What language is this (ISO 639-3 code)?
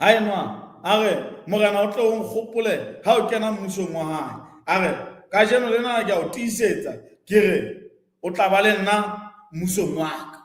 sot